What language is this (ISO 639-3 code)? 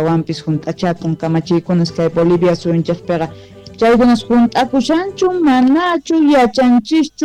quh